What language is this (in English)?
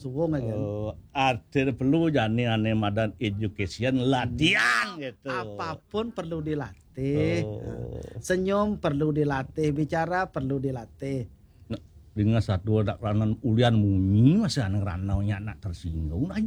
Balinese